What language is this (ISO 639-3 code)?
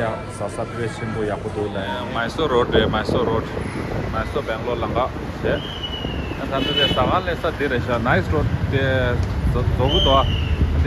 bod